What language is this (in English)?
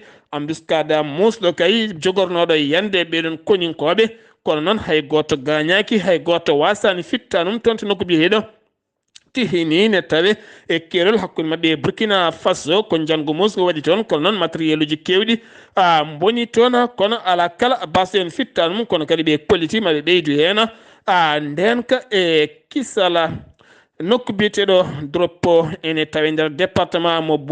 Fula